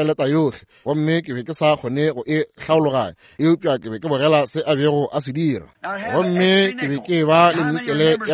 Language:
Northern Sotho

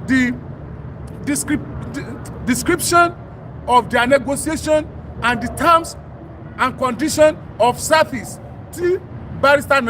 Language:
Yoruba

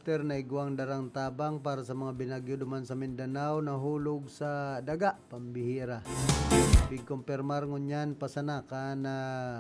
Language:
Bikol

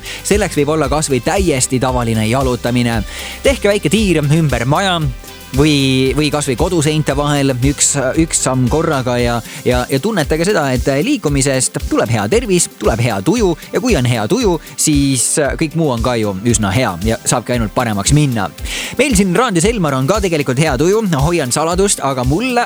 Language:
Estonian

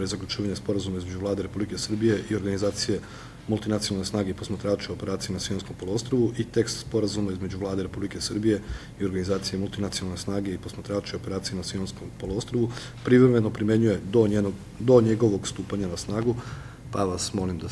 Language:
Serbian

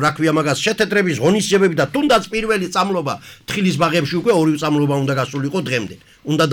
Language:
Georgian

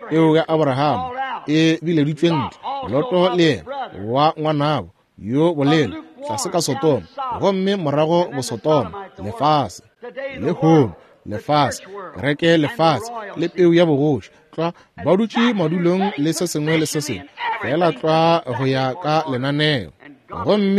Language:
Northern Sotho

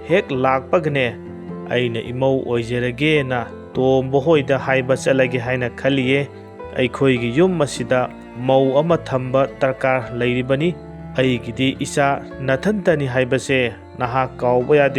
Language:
Manipuri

